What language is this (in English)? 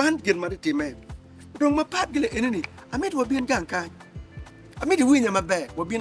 Acoli